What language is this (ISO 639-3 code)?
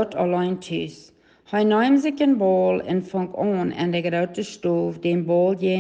pdt